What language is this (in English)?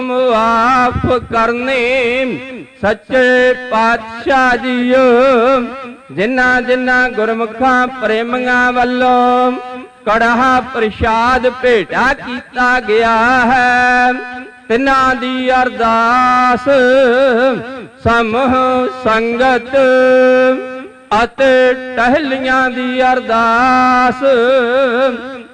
Punjabi